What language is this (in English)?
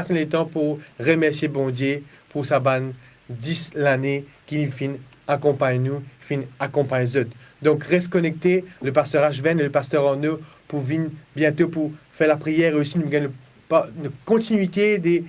Morisyen